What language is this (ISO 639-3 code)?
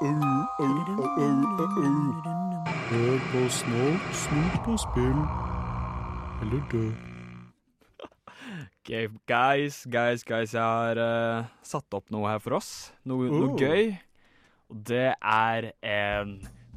nor